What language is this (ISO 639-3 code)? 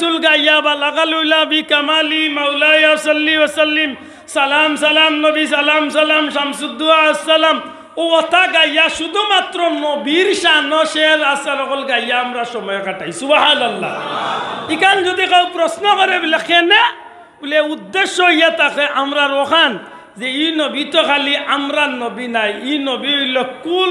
syl